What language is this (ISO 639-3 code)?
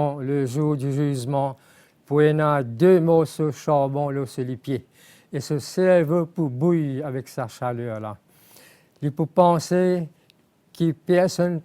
mfe